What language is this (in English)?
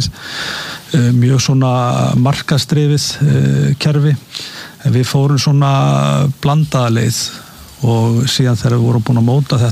Icelandic